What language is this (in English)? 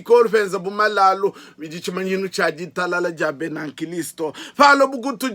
Luba-Lulua